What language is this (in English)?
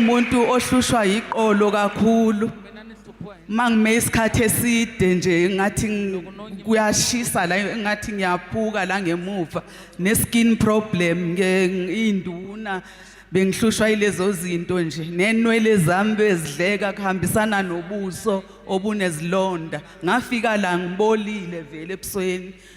Zulu